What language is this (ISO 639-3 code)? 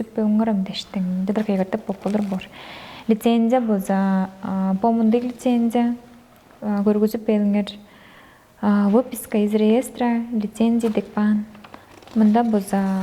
tyv